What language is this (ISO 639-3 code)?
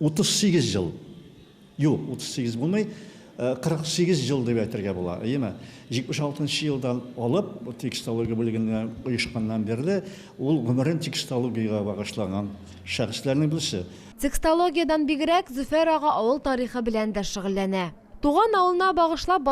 tat